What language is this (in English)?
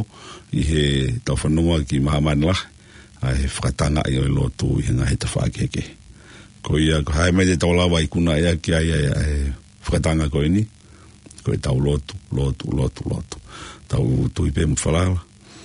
Tongan